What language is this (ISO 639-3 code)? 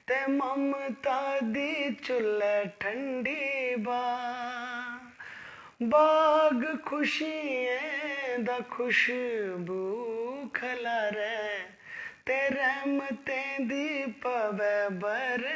doi